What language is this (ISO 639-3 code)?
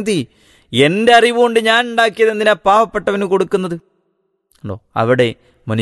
mal